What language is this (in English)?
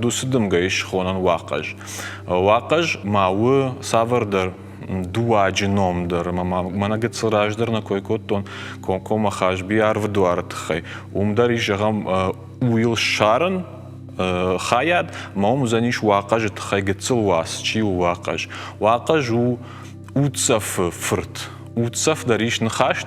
Ossetic